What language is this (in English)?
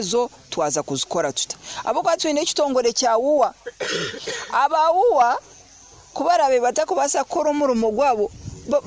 Nyoro